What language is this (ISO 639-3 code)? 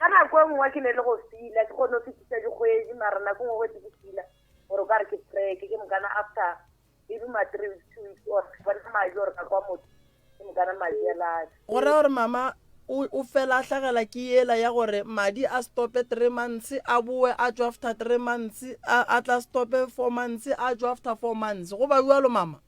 nso